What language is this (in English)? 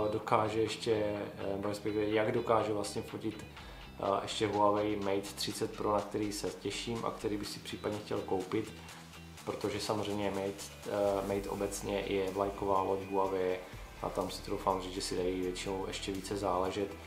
Czech